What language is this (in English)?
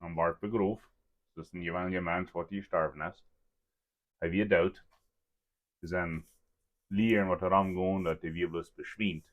Plautdietsch